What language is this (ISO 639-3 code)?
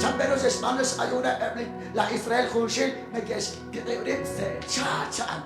kek